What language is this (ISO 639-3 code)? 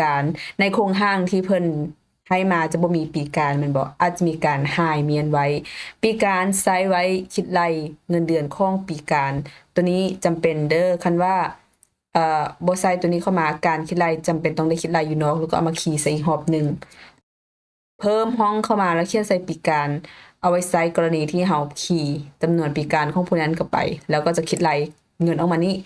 lao